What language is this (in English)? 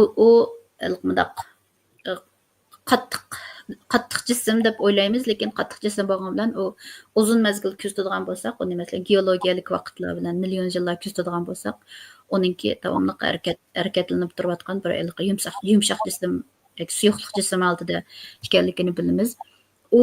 Uyghur